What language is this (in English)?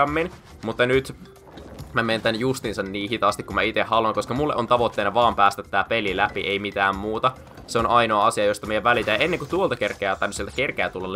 Finnish